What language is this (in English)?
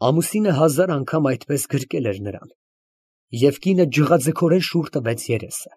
Armenian